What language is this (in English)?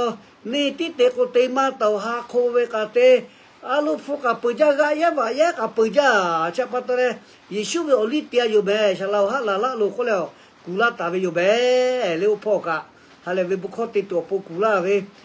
Lahu